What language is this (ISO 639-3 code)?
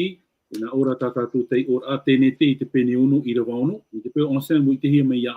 tah